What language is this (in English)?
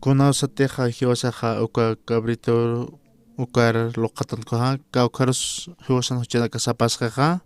Aymara